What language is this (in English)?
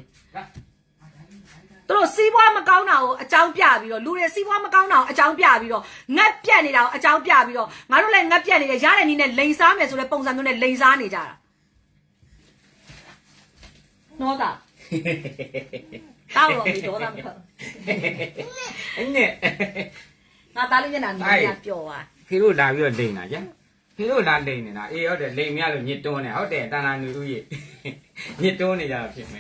Burmese